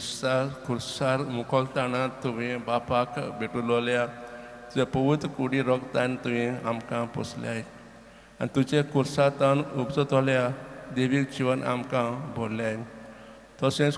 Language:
Konkani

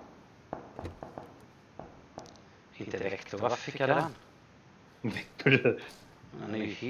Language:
Swedish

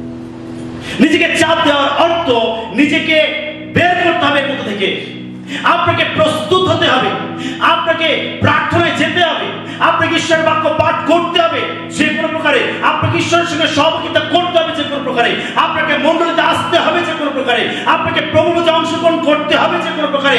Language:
Bangla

